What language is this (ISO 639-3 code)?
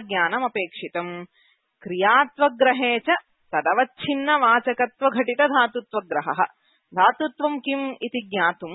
san